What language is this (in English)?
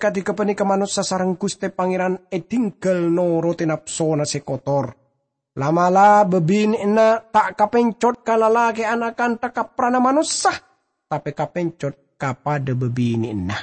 Madurese